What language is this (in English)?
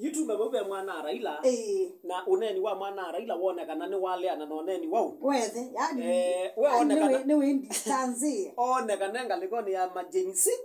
Kamba